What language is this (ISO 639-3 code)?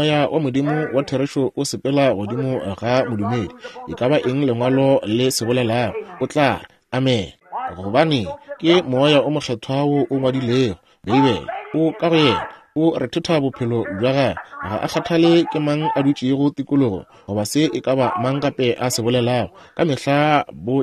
nso